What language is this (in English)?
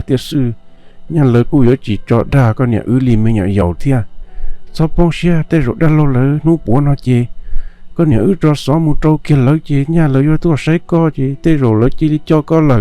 Hmong